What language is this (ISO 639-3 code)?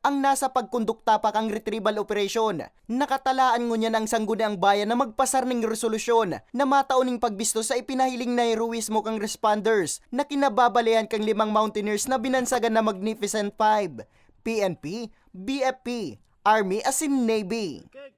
bik